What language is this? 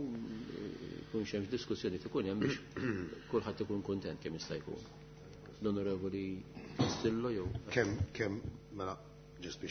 Maltese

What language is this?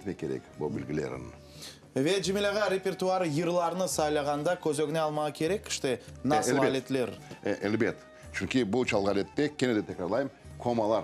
Crimean Tatar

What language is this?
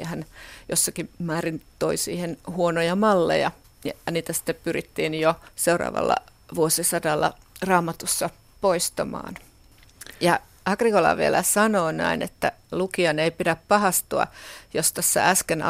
Finnish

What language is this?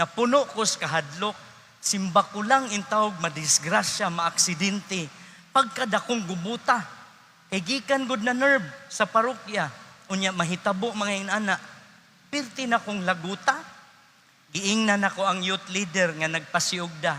Cebuano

